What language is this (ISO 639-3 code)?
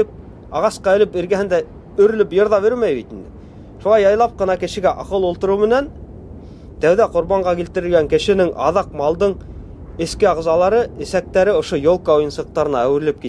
bak